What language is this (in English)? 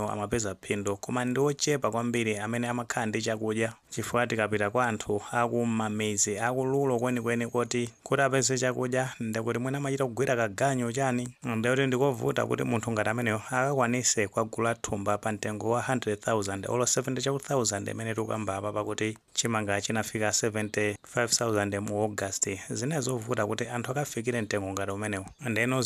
Nyanja